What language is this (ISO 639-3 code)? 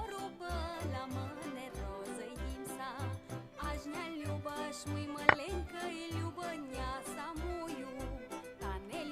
rue